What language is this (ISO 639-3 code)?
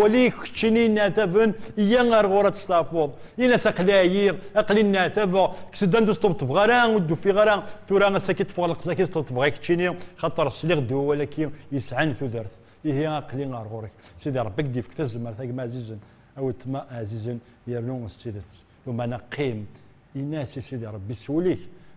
kab